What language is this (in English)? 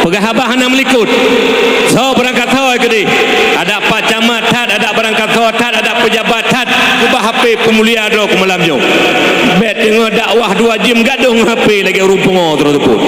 Achinese